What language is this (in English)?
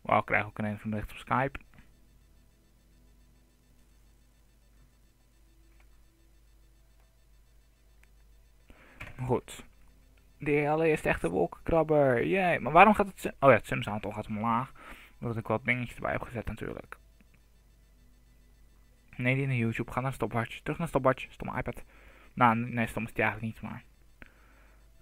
Dutch